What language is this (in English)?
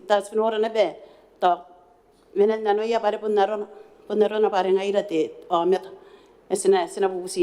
Gilbertese